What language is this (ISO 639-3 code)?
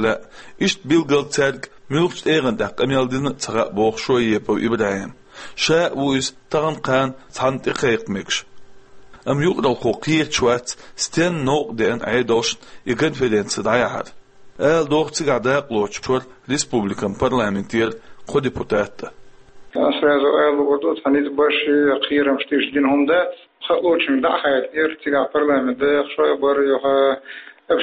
che